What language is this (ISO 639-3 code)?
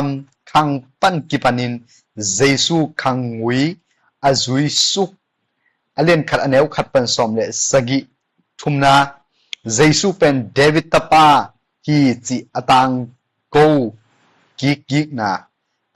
ctd